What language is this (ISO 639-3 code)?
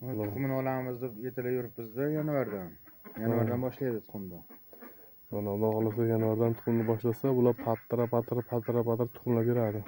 uzb